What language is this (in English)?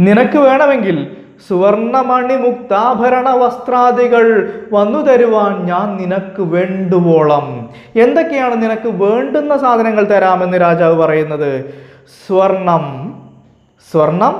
Malayalam